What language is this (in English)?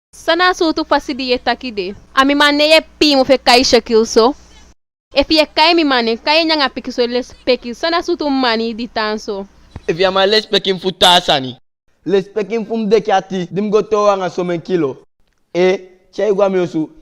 Eastern Maroon Creole